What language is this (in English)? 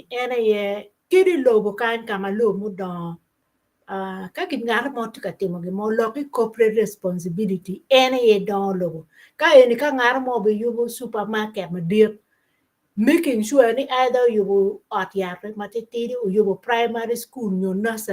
Acoli